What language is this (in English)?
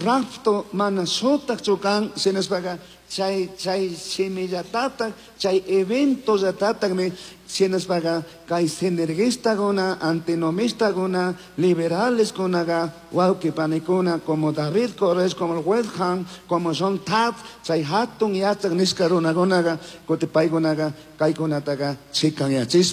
Chimborazo Highland Quichua